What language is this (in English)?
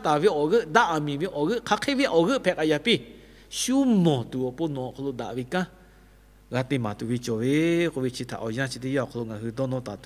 Lahu